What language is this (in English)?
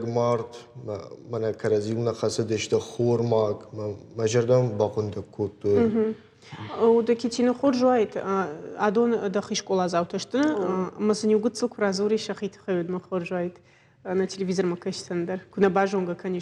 Ossetic